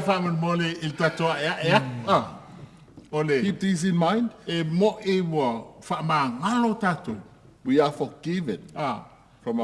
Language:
Samoan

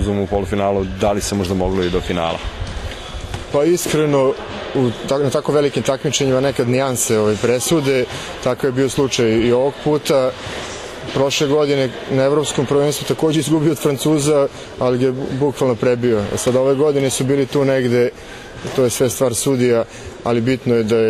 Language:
Serbian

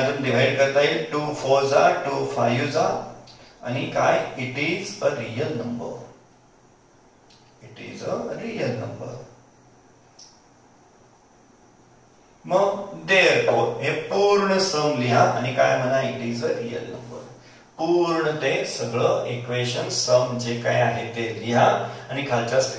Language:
Marathi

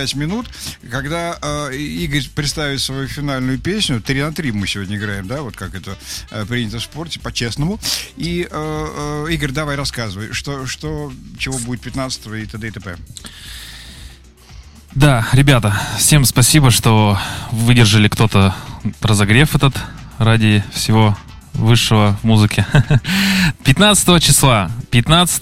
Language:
Russian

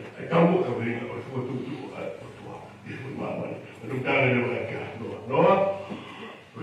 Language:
Tongan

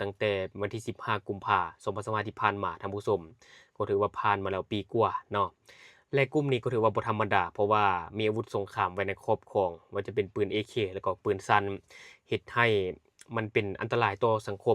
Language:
Lao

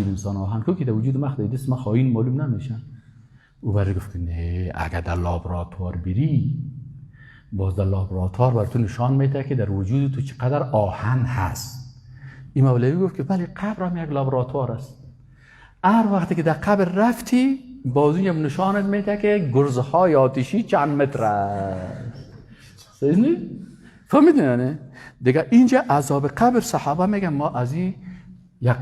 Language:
Persian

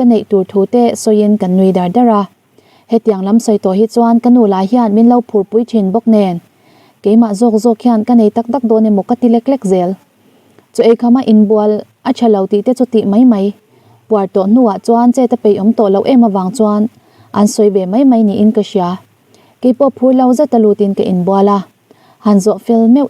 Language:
Mizo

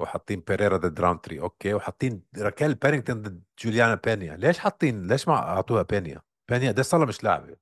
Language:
North Levantine Arabic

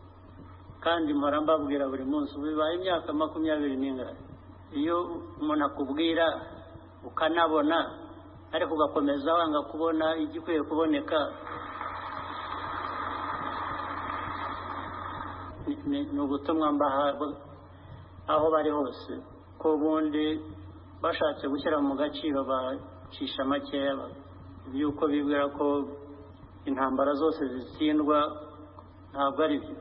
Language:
Kinyarwanda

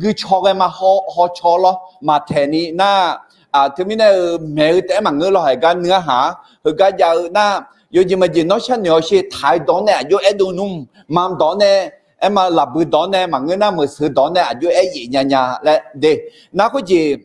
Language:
Akha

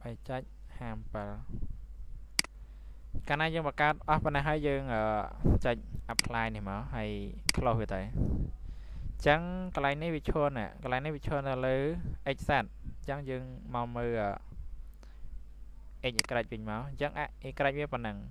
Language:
Khmer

